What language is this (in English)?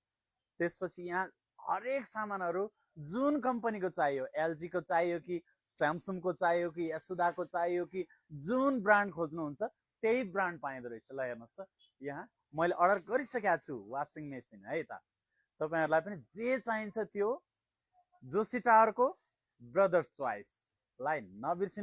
Nepali